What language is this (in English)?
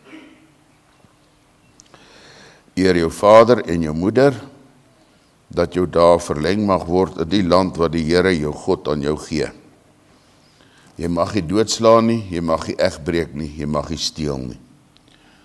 Afrikaans